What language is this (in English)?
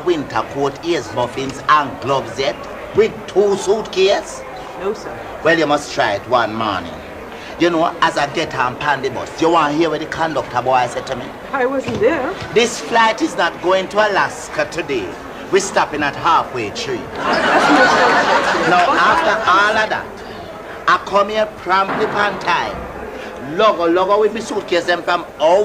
Jamaican Creole English